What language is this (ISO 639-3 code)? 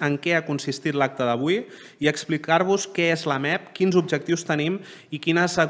cat